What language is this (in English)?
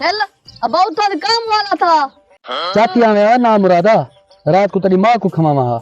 Saraiki